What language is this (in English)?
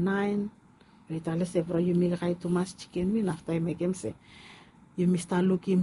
Bislama